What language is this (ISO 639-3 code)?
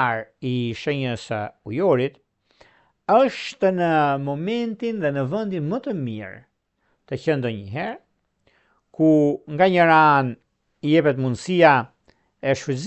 sqi